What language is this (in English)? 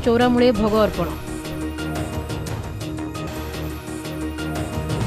Odia